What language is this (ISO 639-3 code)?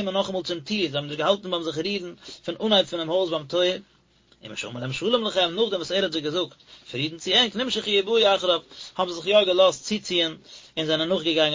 yid